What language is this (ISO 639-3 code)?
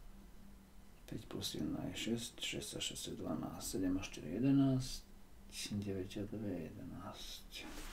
slk